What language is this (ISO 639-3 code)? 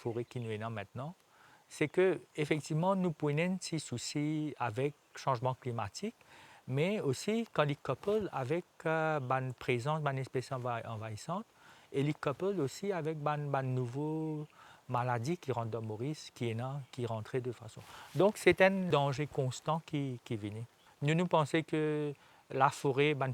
mfe